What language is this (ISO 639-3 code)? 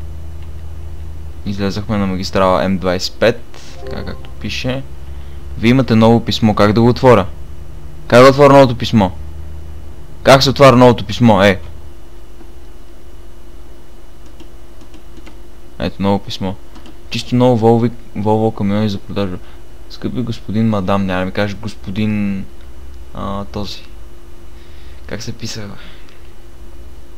bul